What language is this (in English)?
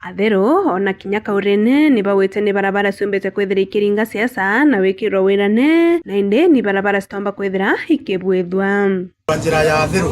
Meru